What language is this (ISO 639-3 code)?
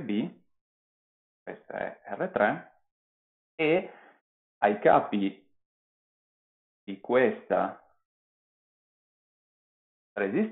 ita